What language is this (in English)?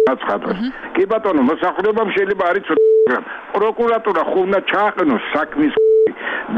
Georgian